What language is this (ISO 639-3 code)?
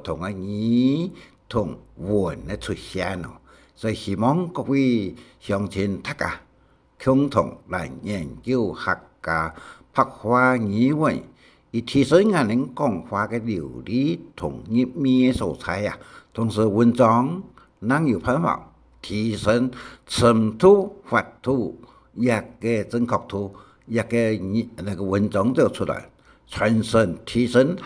hak